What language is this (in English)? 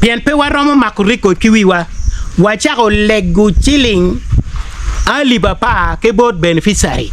Acoli